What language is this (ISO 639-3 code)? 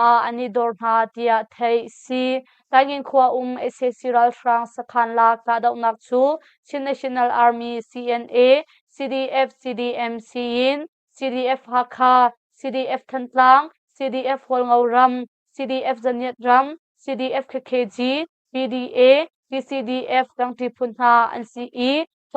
cnh